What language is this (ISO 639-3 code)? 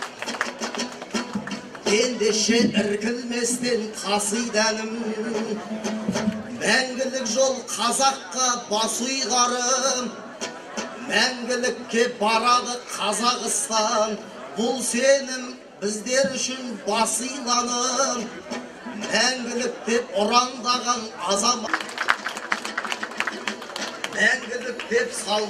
kaz